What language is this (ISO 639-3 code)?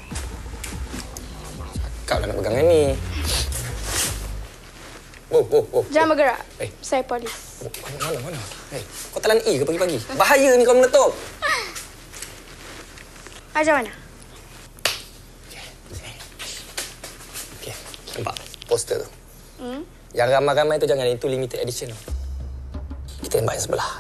msa